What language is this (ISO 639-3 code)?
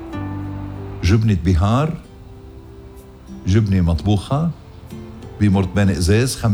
apc